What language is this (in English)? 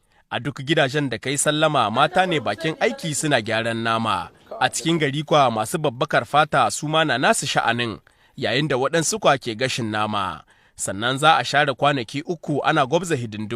Hausa